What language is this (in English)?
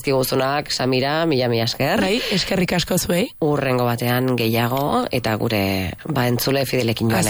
Basque